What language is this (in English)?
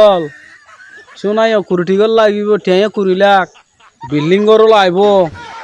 Rohingya